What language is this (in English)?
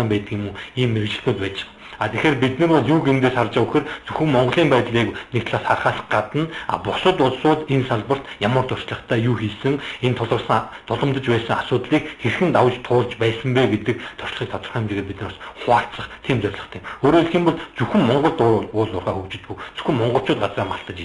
Mongolian